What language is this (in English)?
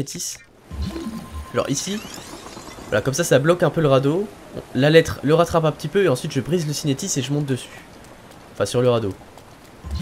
French